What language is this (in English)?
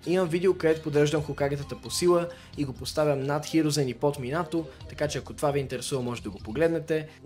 Bulgarian